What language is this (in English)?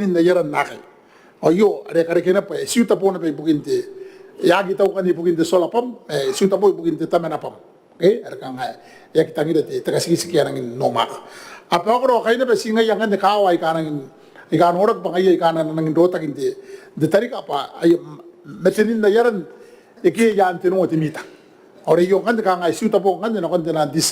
Gilbertese